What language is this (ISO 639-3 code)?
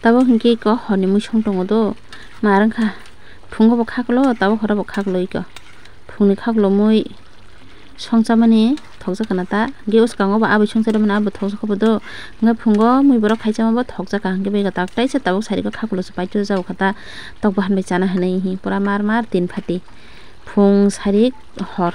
trp